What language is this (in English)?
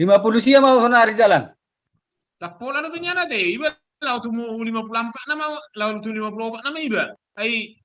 Batak Toba